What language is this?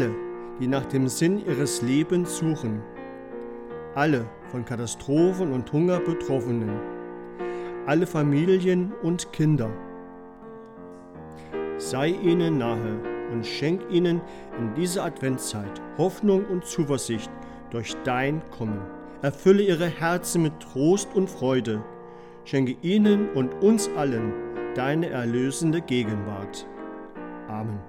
German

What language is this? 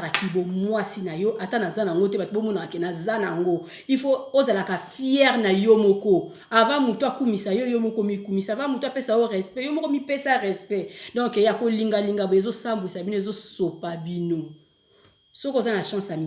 Lingala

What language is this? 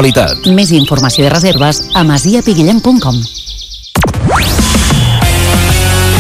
Catalan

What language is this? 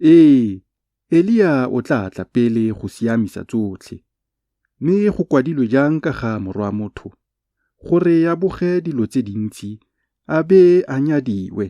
Tswana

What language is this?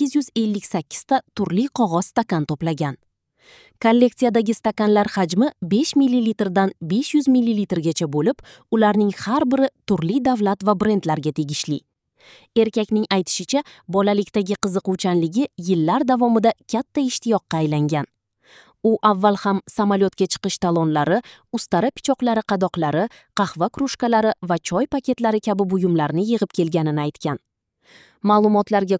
Uzbek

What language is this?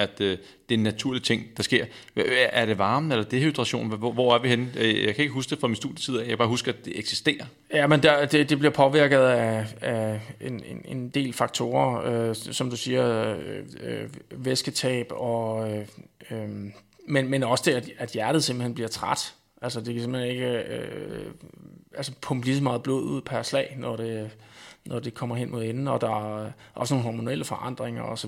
Danish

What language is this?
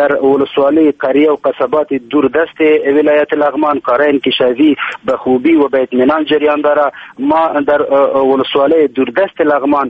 Persian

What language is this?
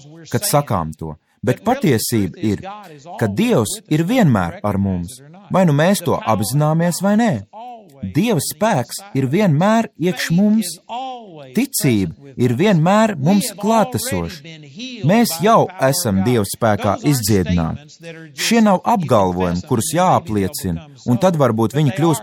Latvian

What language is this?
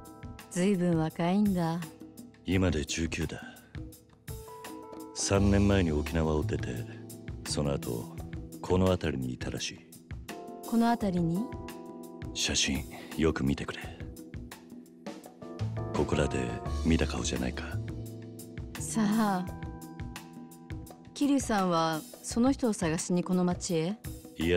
Japanese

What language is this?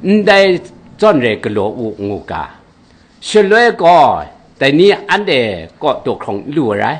Kachin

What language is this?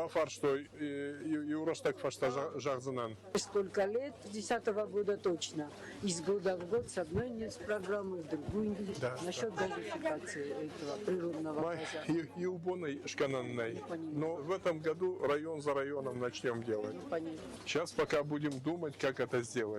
Ossetic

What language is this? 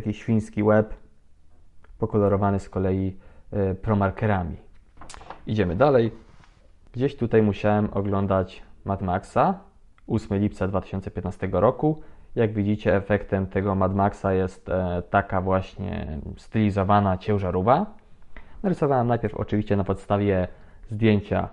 Polish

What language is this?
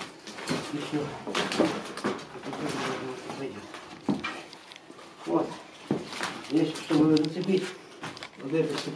Russian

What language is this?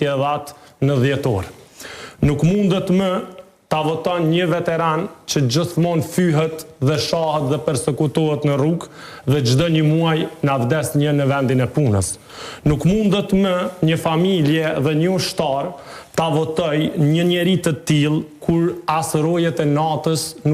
Albanian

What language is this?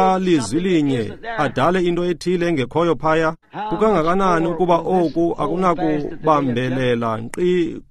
Xhosa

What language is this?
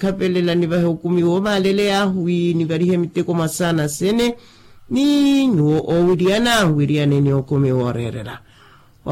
Makhuwa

